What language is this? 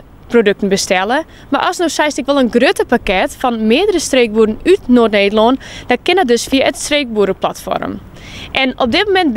Western Frisian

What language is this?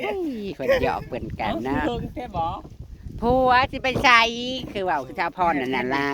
Northeastern Thai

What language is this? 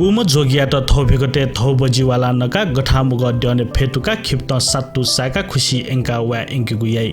Newari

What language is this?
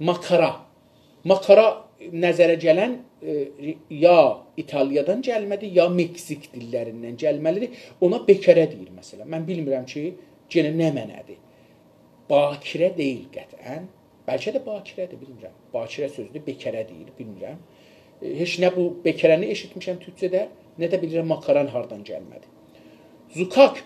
South Azerbaijani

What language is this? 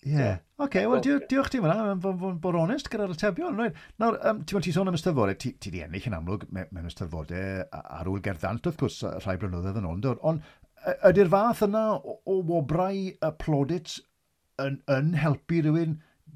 Welsh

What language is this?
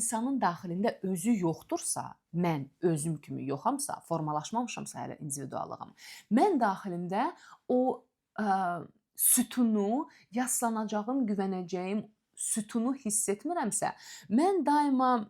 Azerbaijani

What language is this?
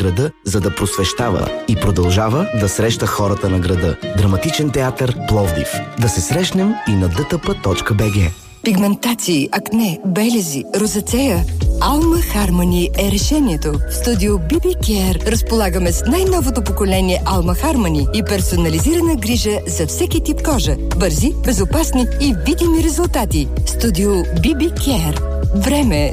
Bulgarian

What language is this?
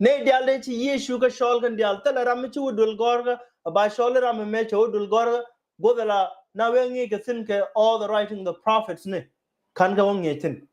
Nuer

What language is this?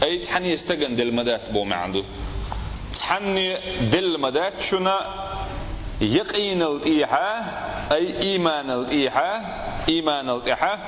Chechen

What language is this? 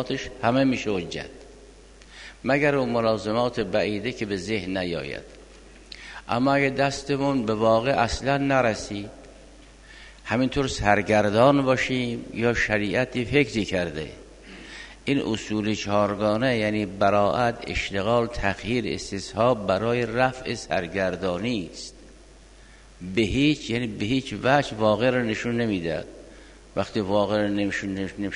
Persian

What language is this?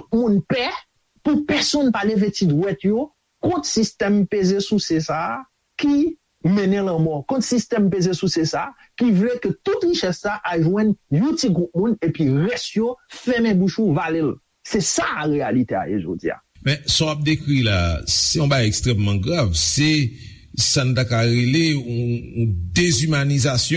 Haitian Creole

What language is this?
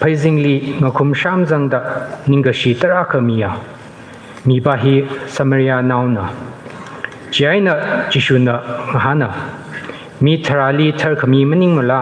Tangkhul Naga (India)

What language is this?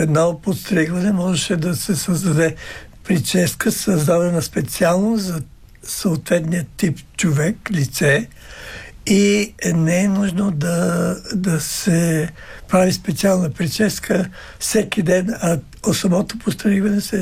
Bulgarian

